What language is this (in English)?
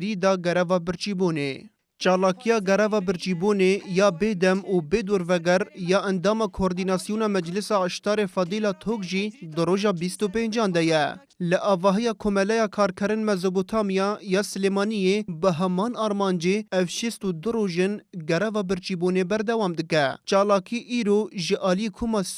Kurdish